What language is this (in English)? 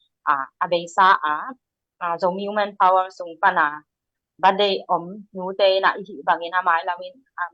Tedim Chin